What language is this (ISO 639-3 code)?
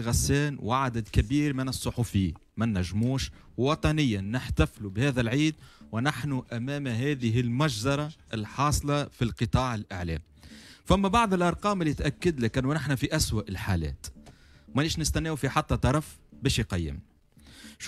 aeb